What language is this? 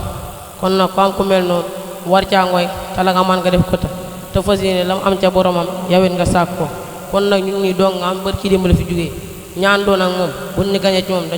Wolof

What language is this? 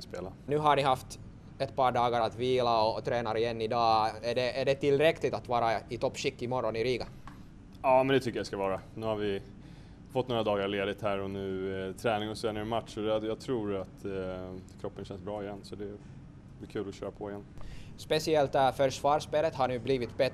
Swedish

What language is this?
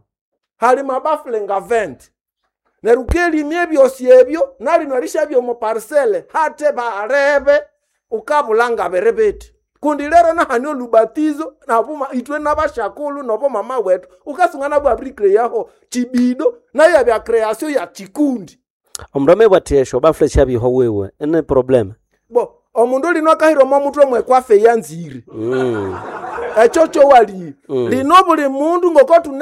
Nande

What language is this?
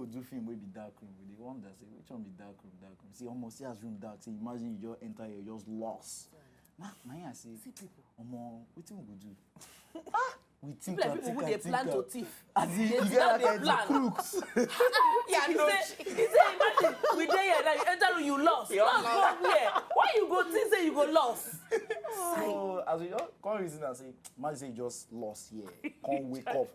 Nigerian Pidgin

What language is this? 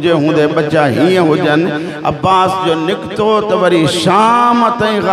Sindhi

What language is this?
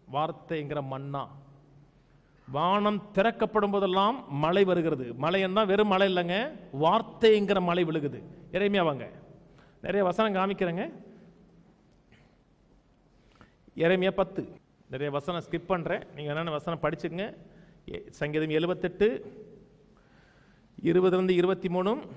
Tamil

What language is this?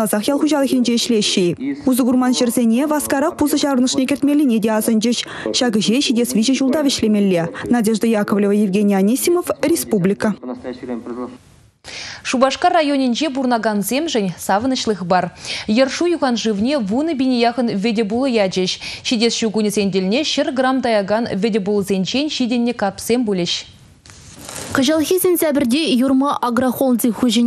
Chuvash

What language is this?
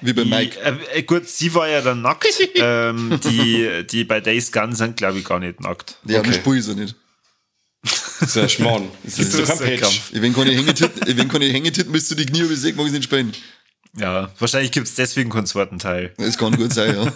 Bavarian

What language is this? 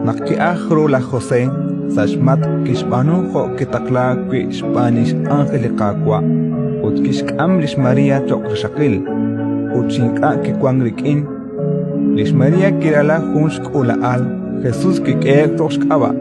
Kekchí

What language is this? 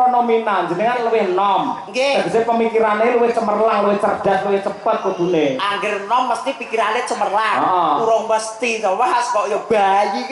Javanese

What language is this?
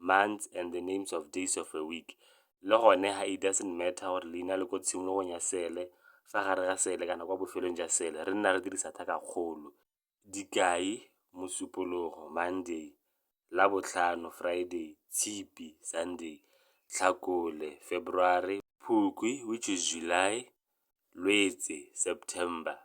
Tswana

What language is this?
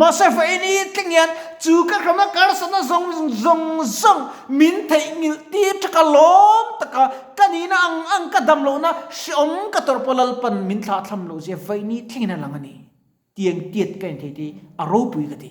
Mizo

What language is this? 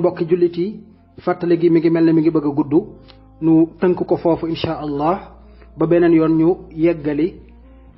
Wolof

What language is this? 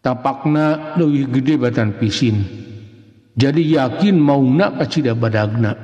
Sundanese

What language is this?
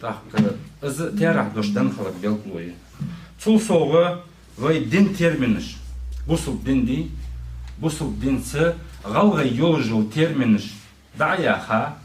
Ingush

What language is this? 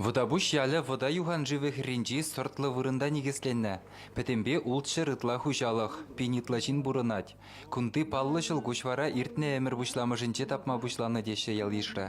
Chuvash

